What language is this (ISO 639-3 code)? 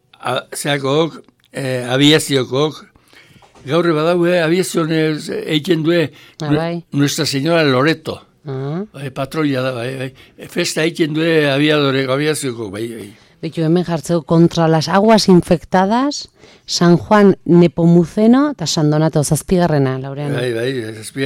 eus